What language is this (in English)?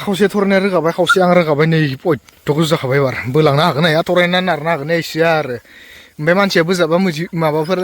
Bodo